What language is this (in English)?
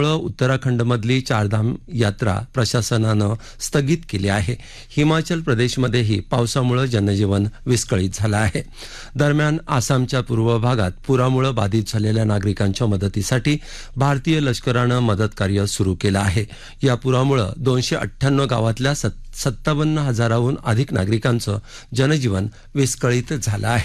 Marathi